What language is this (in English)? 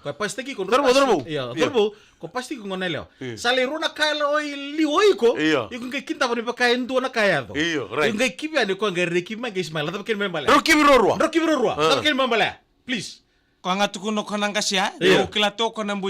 Fijian